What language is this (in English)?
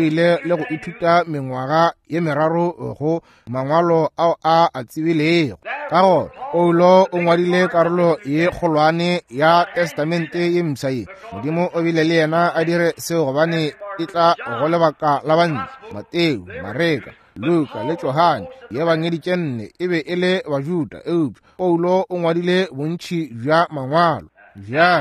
Northern Sotho